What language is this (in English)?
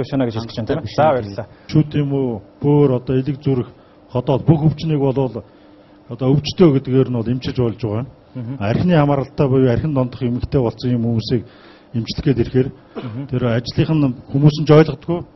Mongolian